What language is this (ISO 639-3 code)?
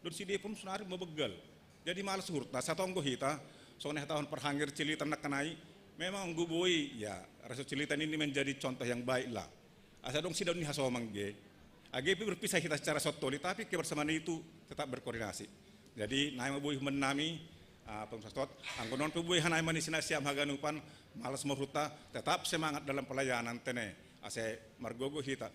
bts